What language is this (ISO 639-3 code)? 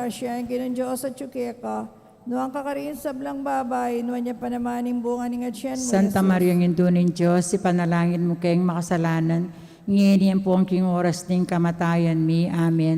pam